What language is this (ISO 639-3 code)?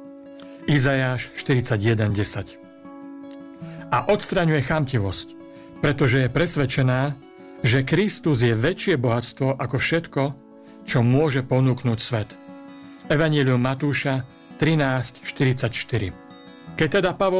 slk